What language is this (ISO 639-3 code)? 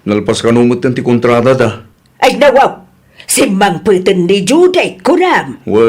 ilo